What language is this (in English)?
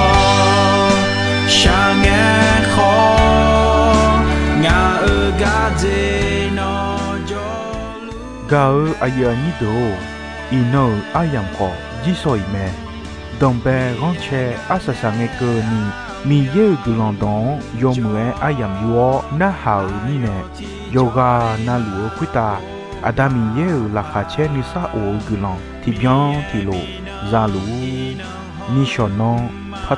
Akha